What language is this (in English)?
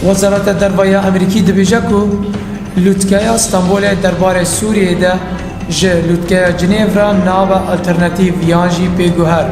Kurdish